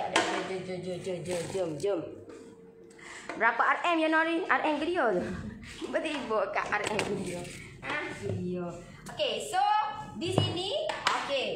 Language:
Malay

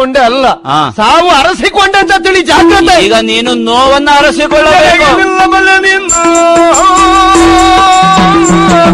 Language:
Kannada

